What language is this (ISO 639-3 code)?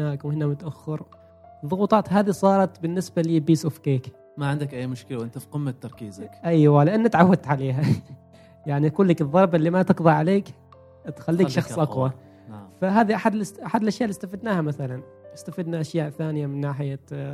afb